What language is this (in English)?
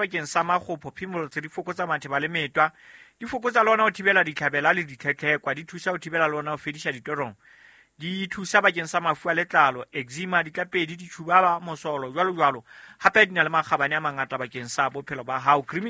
Southern Sotho